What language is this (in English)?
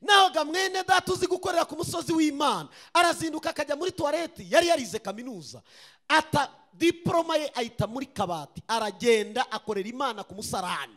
Kinyarwanda